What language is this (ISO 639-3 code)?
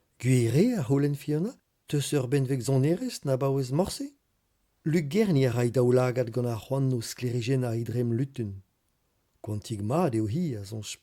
bre